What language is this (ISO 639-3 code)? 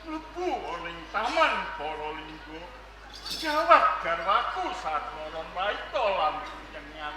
jav